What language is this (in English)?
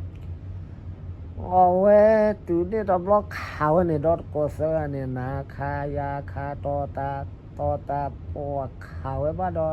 S'gaw Karen